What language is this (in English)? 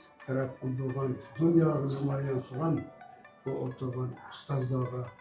Uyghur